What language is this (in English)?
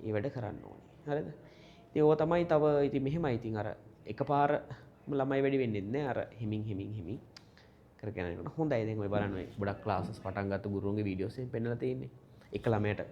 Sinhala